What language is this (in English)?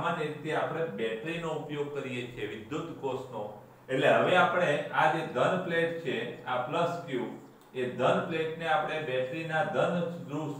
Gujarati